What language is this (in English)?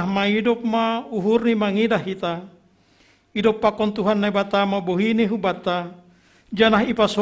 Batak Simalungun